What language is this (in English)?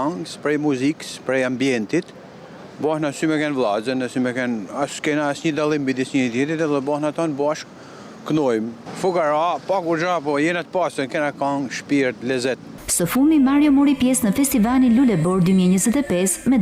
Albanian